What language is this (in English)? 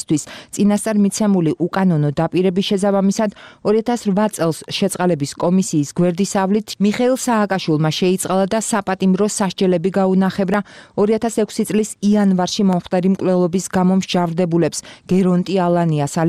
Georgian